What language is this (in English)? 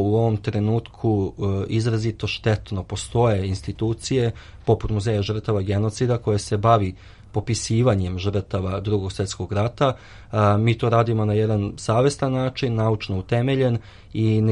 Serbian